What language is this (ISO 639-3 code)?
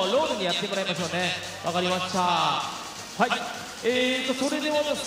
jpn